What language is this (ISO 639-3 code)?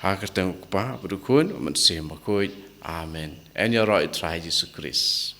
kha